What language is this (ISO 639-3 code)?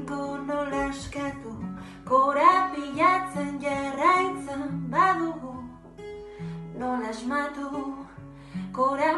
eus